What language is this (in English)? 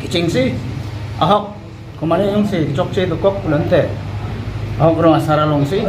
Karbi